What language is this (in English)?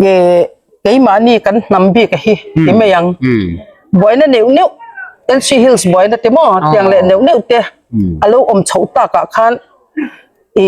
Hmar